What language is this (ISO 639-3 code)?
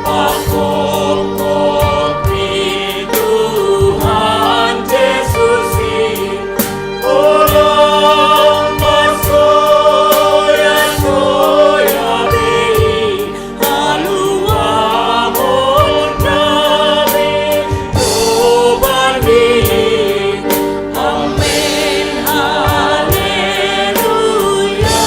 bts